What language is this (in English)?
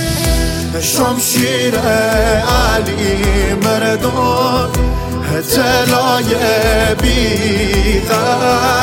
Persian